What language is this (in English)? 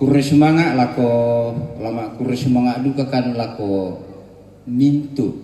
Toraja-Sa'dan